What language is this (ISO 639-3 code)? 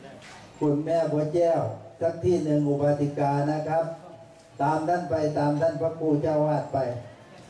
tha